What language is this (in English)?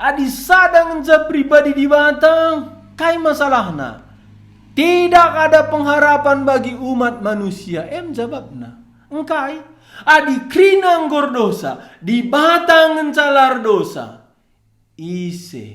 Batak Karo